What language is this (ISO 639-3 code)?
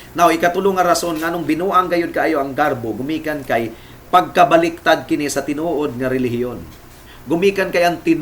ceb